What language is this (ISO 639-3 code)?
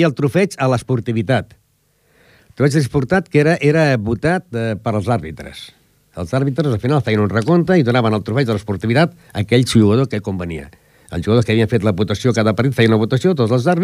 cat